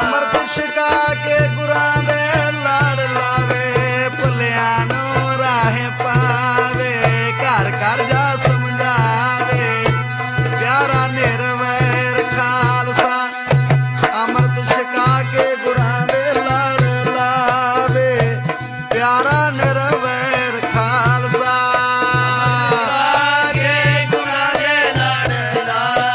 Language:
Punjabi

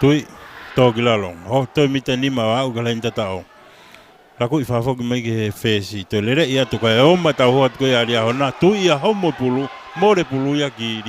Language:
Tongan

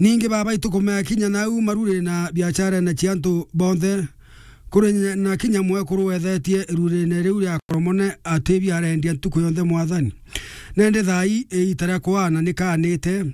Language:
Meru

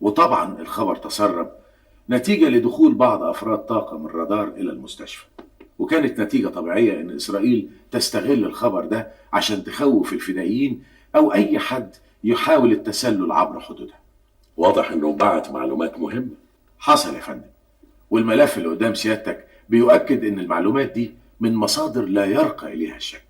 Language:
Egyptian Arabic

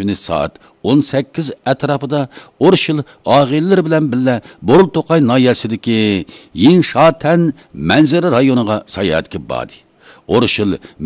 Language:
Uyghur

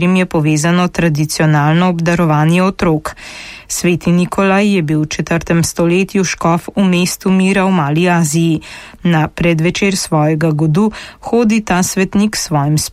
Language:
Slovenian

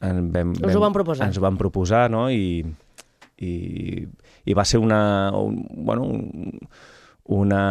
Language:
Catalan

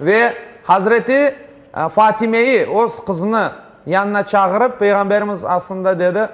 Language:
Crimean Tatar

